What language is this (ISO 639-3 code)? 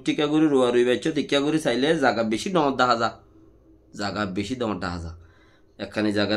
rhg